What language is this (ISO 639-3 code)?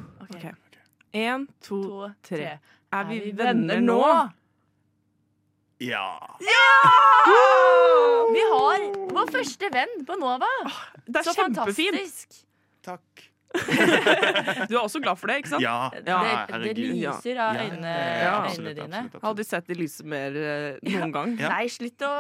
nor